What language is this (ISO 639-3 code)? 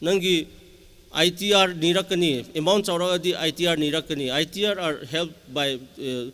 nmf